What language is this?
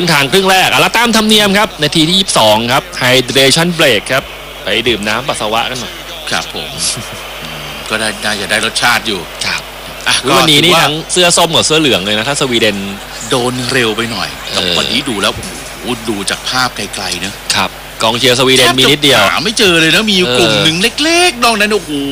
Thai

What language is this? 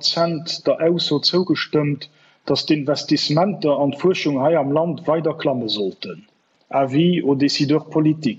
Luxembourgish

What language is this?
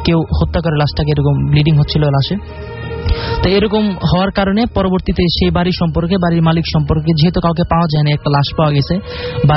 Bangla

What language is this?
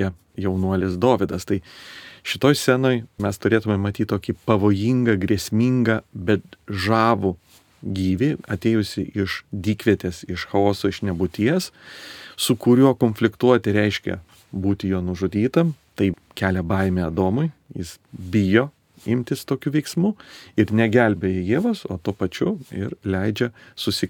Lithuanian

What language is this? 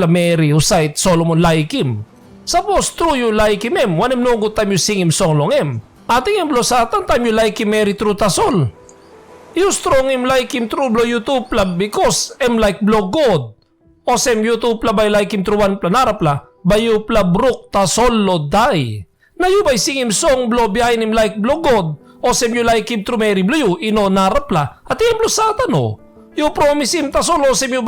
Tok Pisin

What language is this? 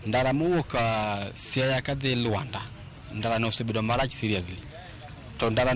Luo (Kenya and Tanzania)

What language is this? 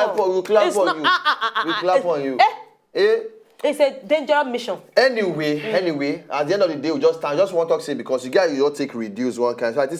Nigerian Pidgin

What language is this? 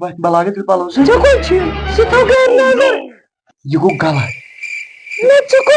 Kashmiri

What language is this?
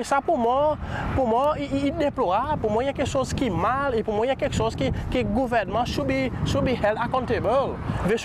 Seselwa Creole French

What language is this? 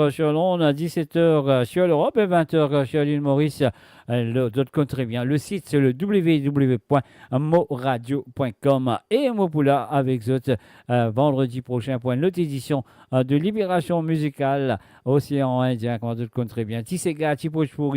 Morisyen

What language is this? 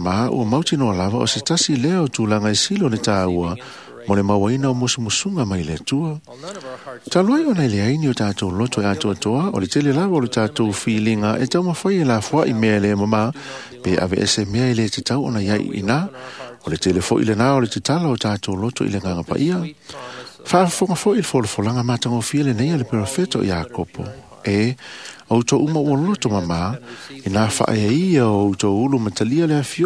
Samoan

